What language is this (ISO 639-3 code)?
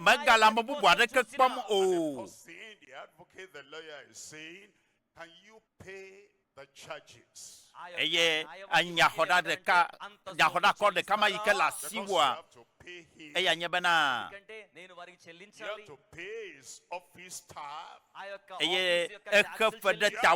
ewe